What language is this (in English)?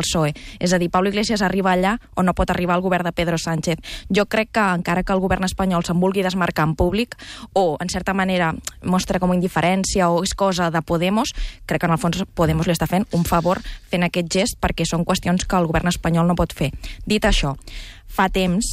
Catalan